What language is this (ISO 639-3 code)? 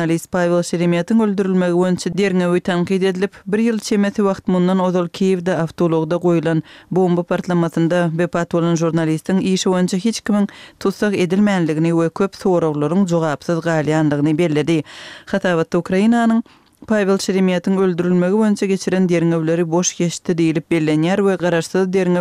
tuk